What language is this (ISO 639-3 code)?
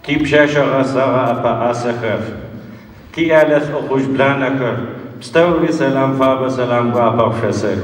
ady